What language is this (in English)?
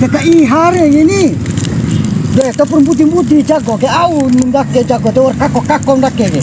Bima